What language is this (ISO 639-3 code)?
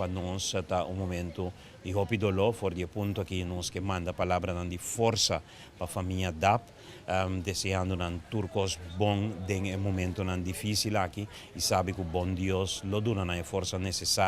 pap